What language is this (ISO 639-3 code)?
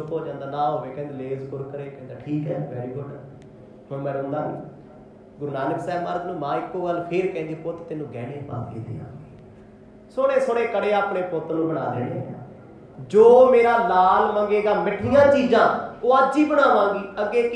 pan